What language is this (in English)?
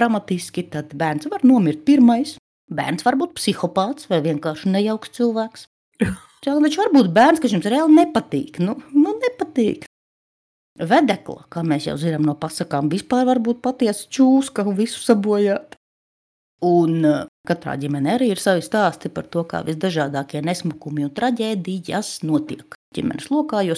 Latvian